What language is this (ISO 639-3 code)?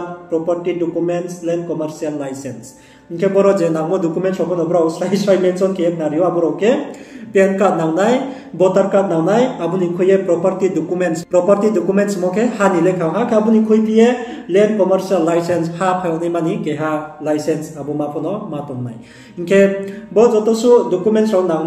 ria